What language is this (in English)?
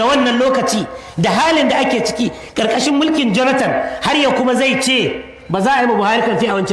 Hausa